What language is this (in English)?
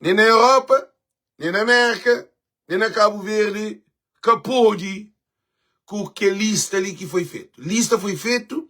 Kabuverdianu